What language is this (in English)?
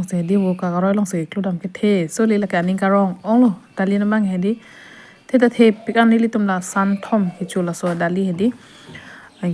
Karbi